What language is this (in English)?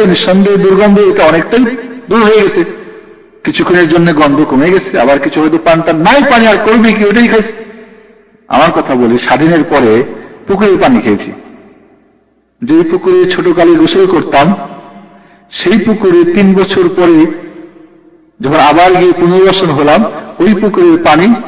Bangla